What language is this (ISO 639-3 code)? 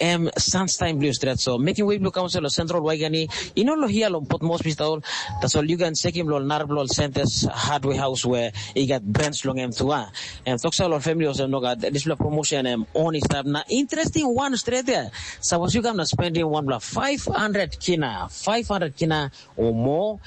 tpi